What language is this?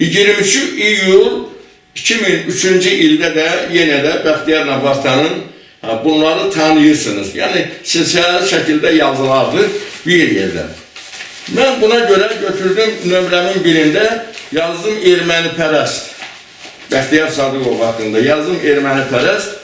Azerbaijani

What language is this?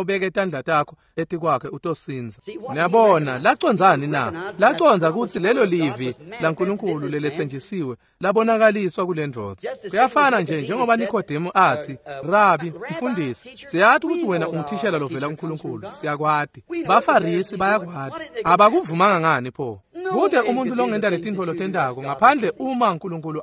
Swati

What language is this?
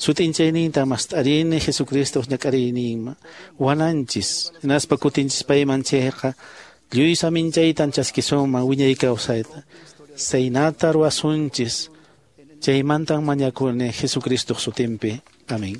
Quechua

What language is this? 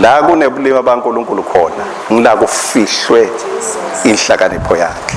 Swati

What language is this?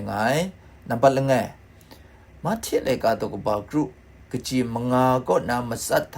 Kachin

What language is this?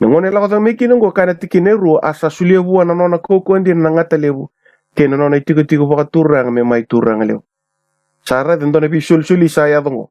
Fijian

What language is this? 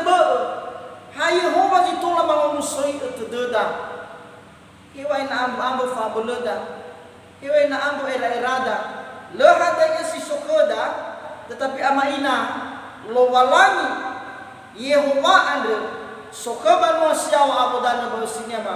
Nias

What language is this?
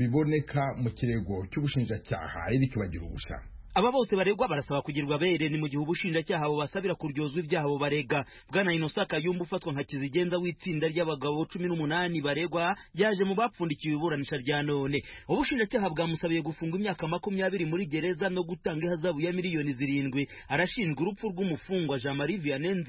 Kinyarwanda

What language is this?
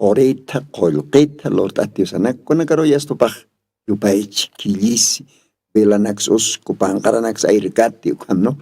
Aymara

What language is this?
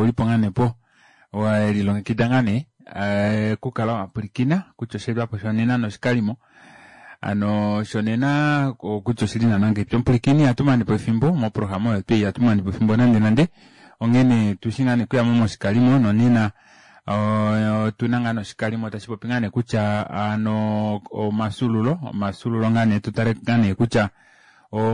Kuanyama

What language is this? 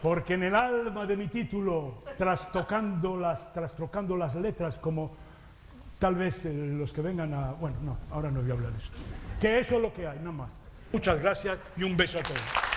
Ladino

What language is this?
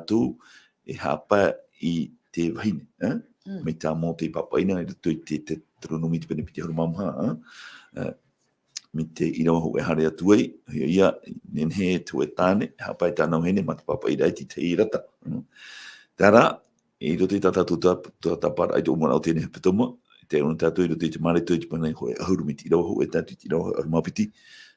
Tahitian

